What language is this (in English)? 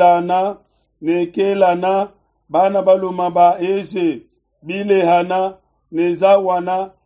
Luba-Lulua